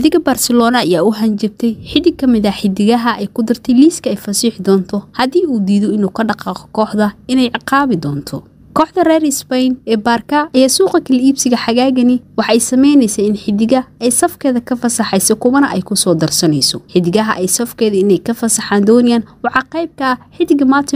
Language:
Somali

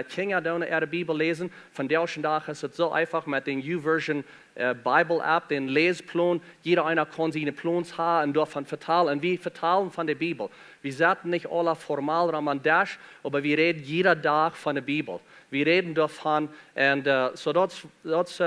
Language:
Plautdietsch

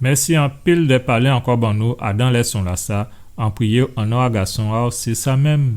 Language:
Guadeloupean Creole French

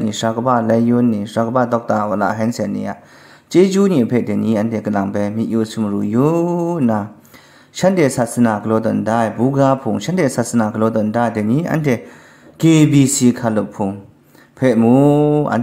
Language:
Kachin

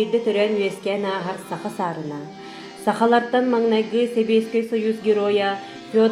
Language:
Yakut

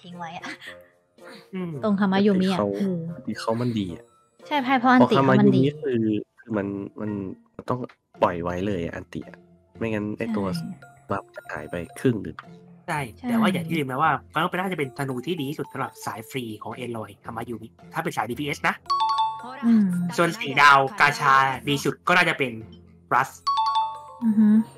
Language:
Thai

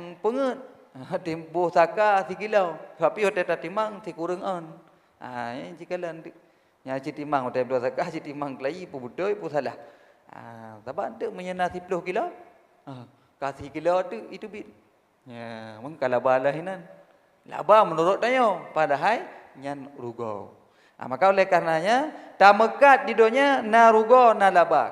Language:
Achinese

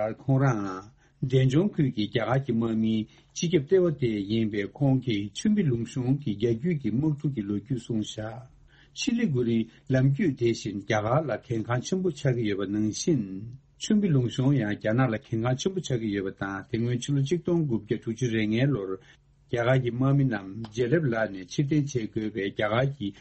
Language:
Tibetan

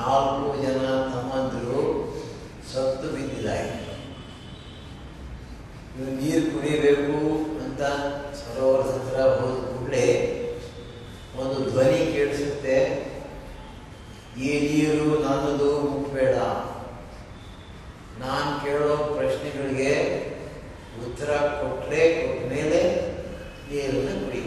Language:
Kannada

